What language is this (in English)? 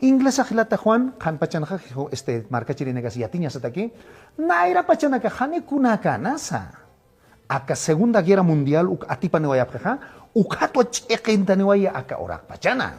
Aymara